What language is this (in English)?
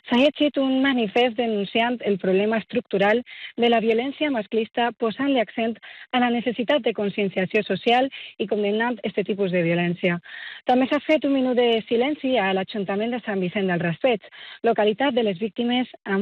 Catalan